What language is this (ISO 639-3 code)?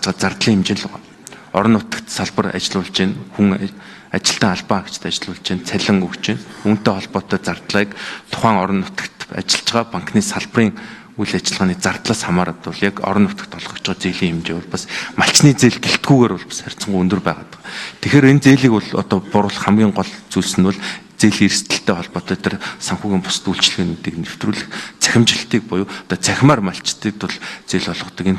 mon